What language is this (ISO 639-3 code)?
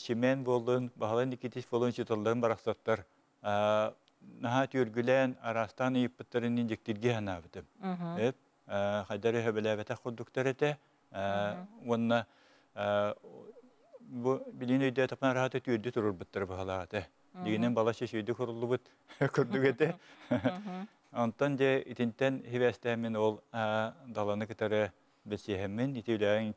sah